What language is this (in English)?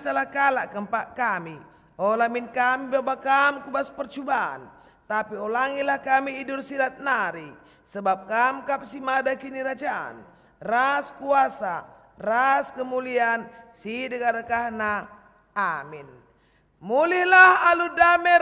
Batak Karo